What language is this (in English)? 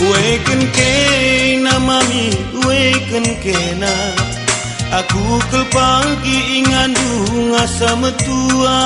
Batak Karo